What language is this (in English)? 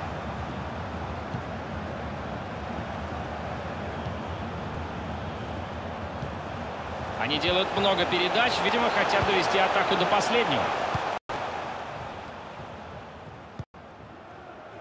Russian